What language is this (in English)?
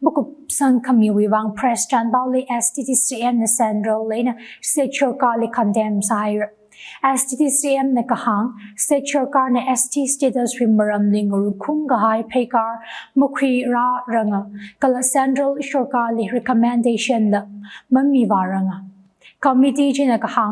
Tangkhul Naga (India)